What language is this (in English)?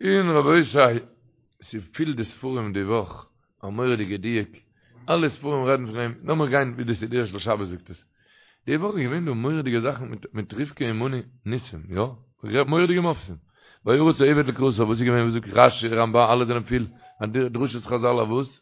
Yiddish